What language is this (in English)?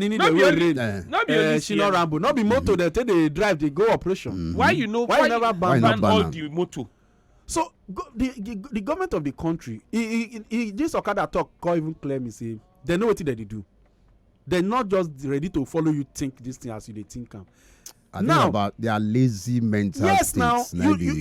Nigerian Pidgin